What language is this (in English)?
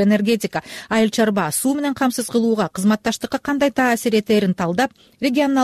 Kyrgyz